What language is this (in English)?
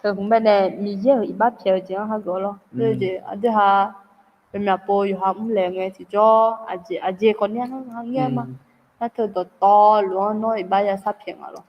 Akha